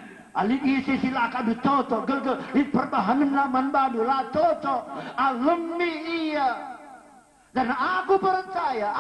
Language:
Batak Karo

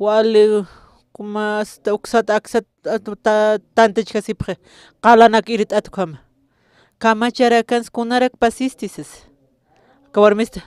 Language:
Aymara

